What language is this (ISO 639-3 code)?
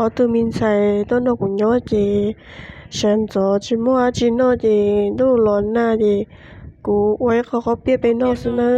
hmn